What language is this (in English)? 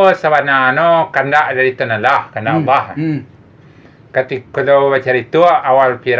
Minangkabau